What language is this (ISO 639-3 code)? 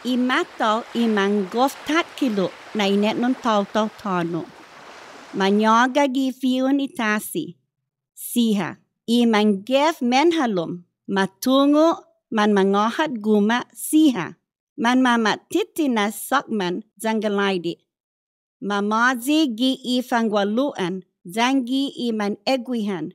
cha